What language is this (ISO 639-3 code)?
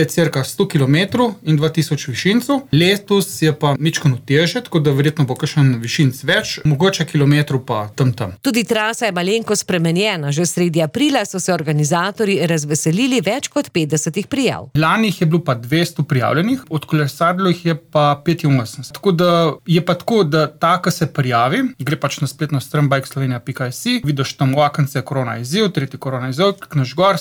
slv